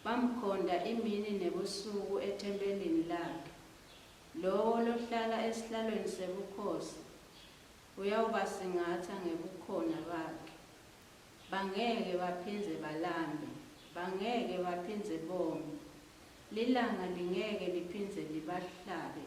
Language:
Swati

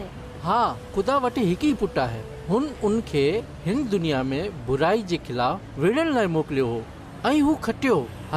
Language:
Sindhi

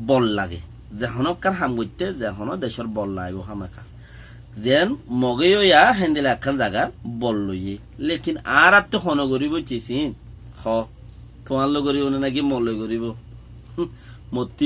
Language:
Rohingya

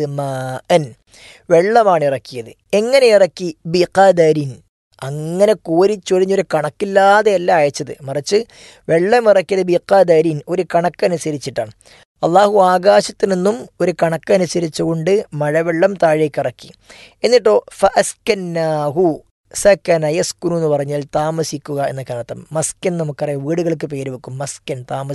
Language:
Malayalam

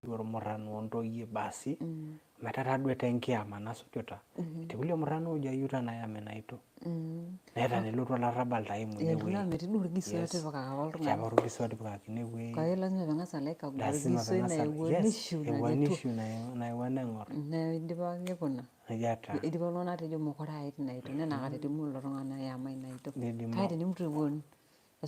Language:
Masai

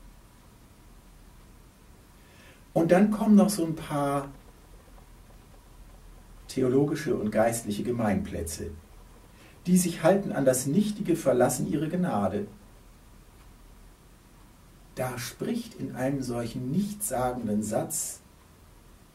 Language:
German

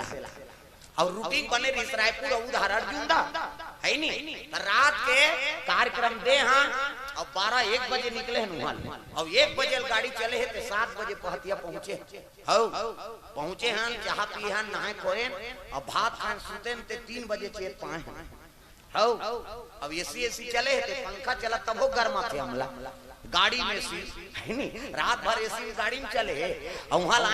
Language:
Chhattisgarhi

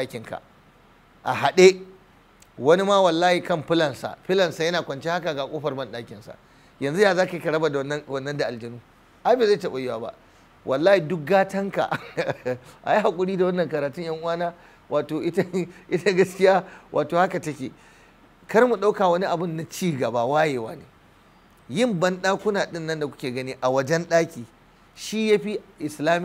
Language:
Hausa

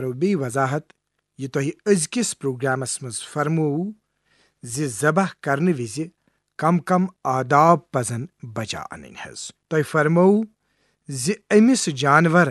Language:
Kashmiri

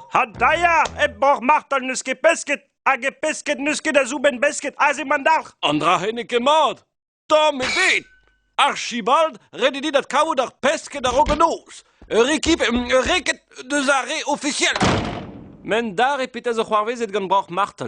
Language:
Breton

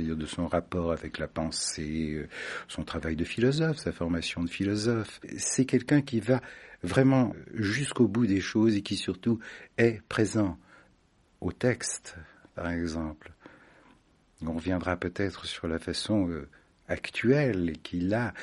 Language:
French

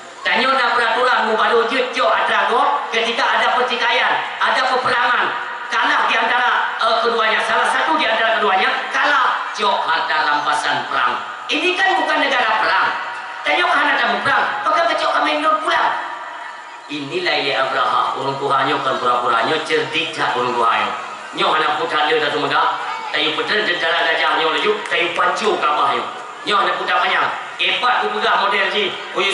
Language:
Achinese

